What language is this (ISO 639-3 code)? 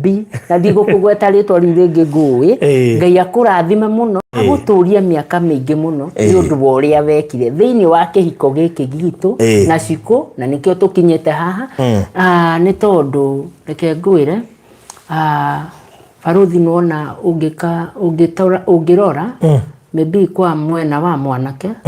kik